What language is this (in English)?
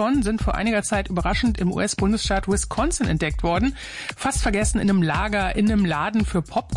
German